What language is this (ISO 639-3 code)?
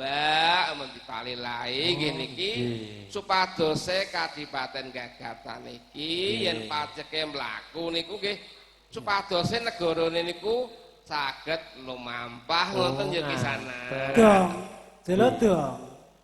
jav